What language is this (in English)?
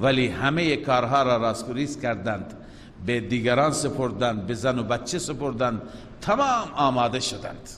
Persian